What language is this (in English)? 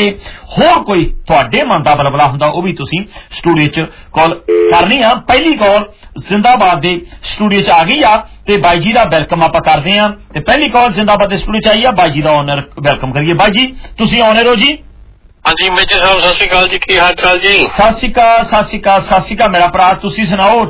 Punjabi